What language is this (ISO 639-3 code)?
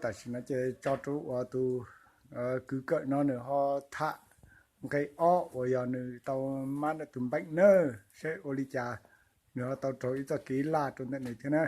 hmn